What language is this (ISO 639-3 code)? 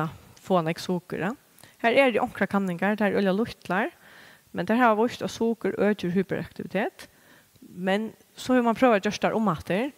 fao